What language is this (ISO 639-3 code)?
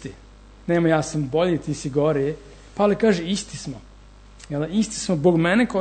srp